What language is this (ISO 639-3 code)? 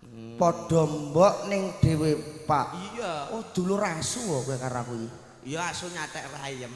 jav